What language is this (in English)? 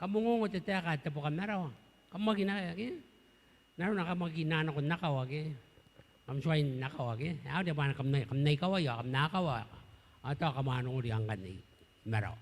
Gilbertese